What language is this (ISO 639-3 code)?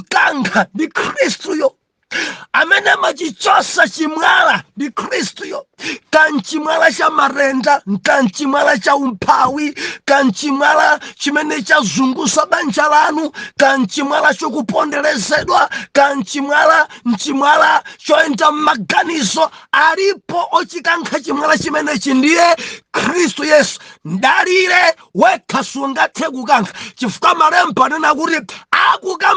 nya